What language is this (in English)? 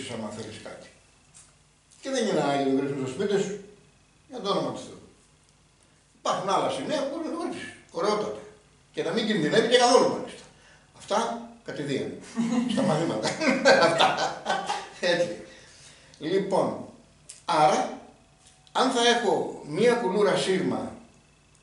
Greek